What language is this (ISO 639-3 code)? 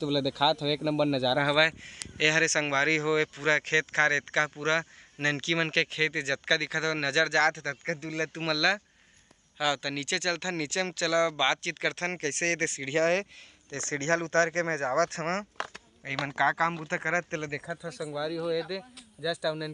hne